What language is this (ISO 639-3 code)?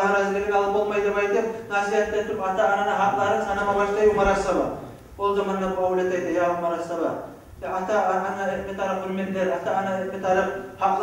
kum